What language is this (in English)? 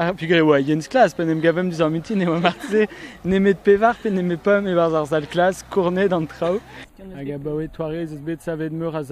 Breton